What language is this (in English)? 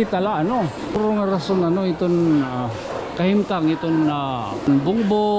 Waray